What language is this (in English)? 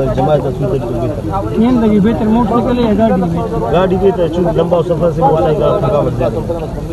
Brahui